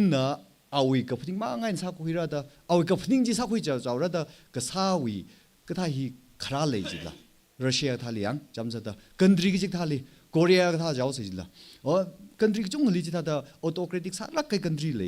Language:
Tangkhul Naga (India)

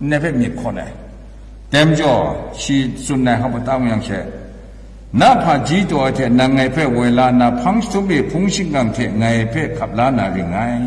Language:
Kachin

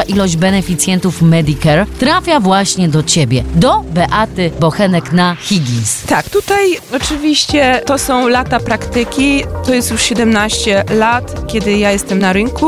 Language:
Polish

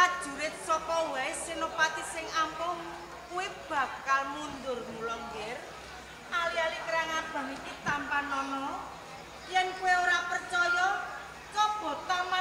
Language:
Javanese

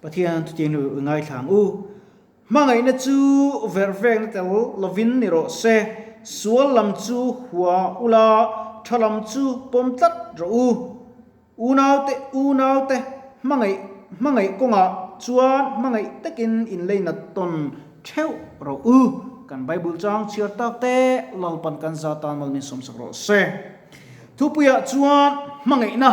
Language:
Mizo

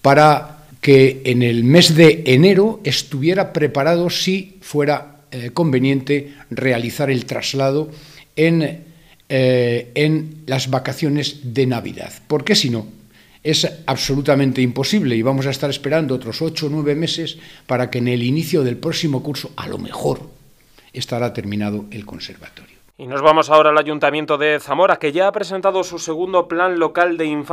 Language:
Spanish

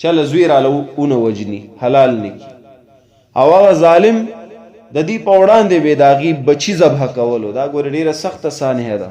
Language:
Pashto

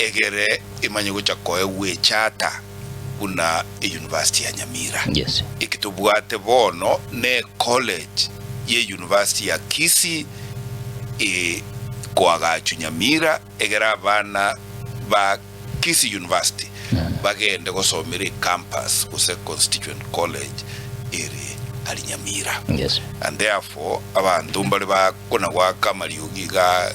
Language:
Gusii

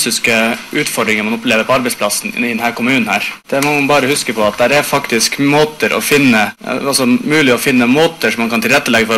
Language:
Norwegian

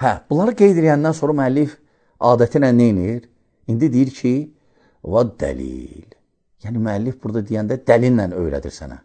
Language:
Azerbaijani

